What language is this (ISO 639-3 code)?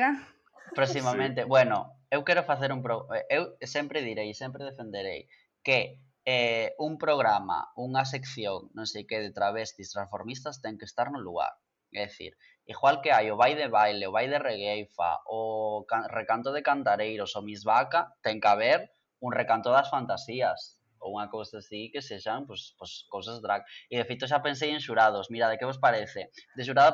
glg